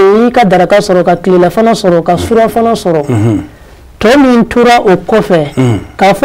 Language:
Bambara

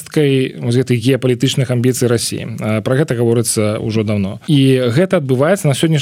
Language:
Belarusian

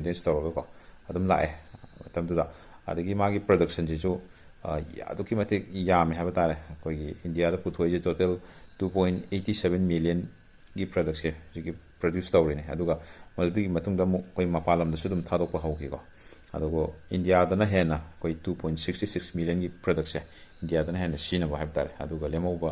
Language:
Manipuri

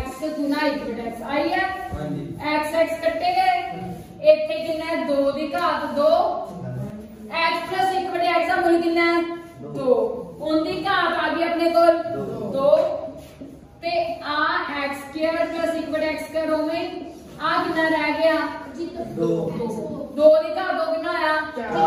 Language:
Punjabi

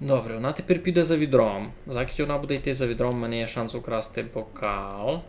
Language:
Rusyn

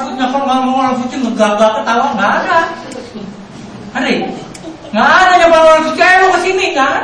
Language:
Indonesian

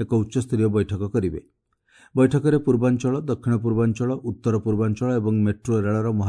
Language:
Odia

